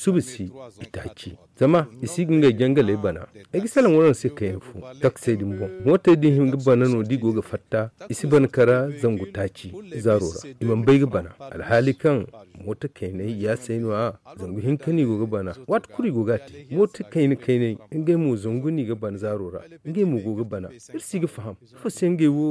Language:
Zarma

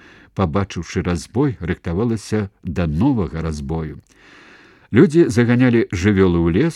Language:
Belarusian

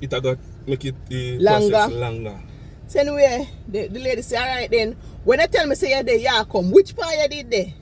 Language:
Jamaican Creole English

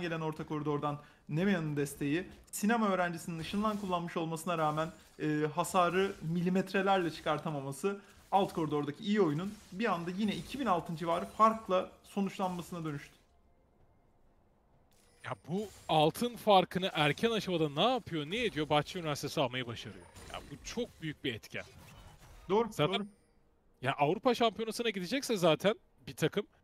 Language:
Turkish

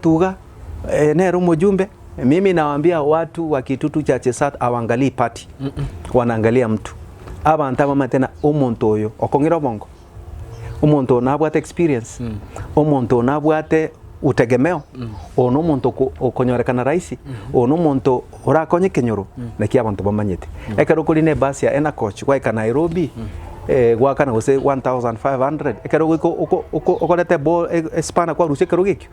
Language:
Gusii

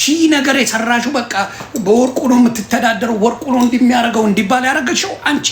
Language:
Amharic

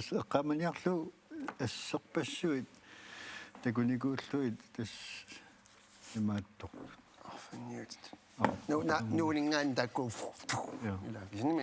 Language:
Kalaallisut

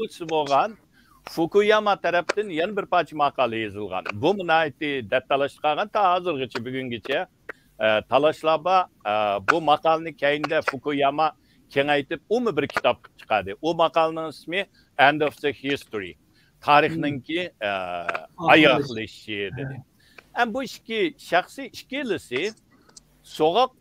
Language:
Uyghur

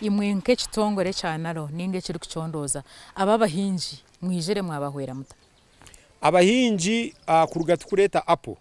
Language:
Nyankole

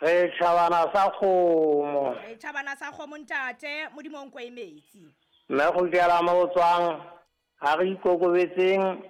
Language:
Southern Sotho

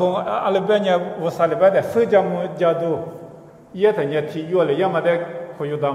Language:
Lisu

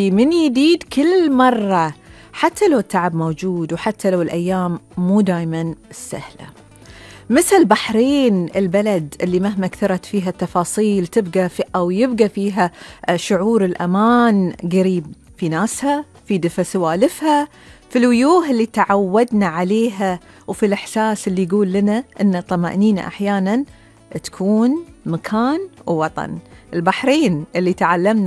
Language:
Gulf Arabic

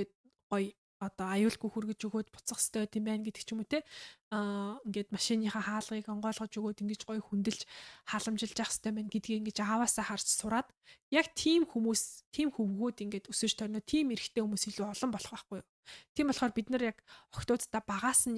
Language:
Mongolian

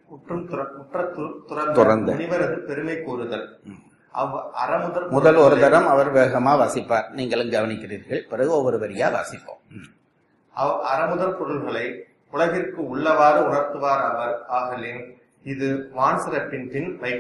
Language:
Tamil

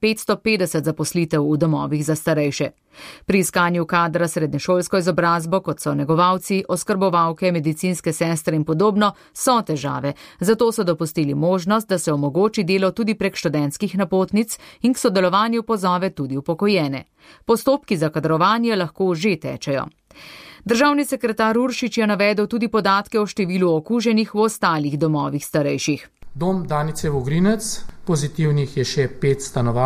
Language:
Slovenian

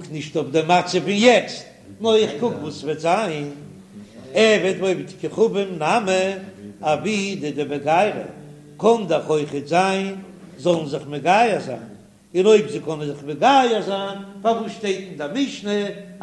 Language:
Yiddish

